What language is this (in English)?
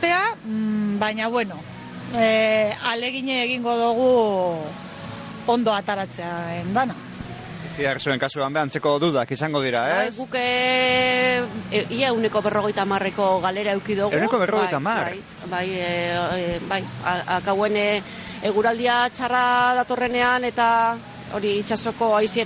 Basque